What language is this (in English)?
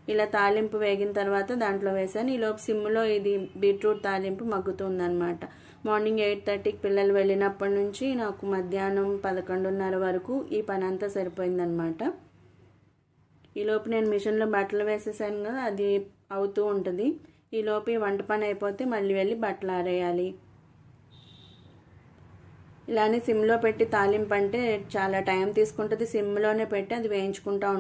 Telugu